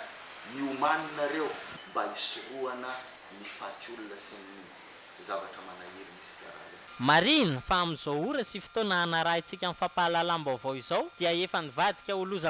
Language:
Malagasy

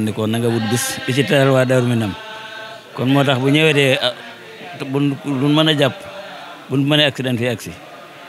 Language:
Wolof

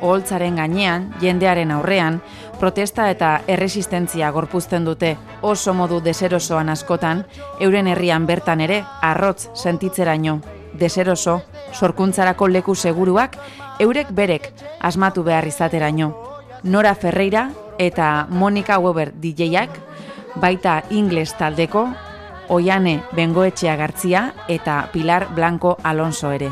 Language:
Basque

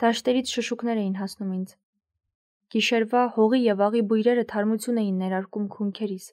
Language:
Armenian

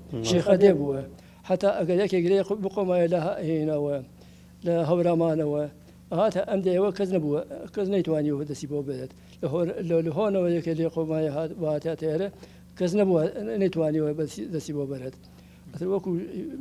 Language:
Central Kurdish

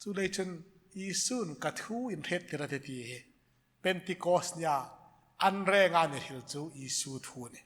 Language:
Hmar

